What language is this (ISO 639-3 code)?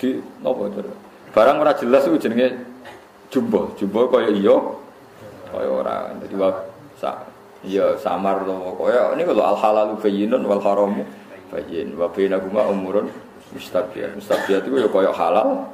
jav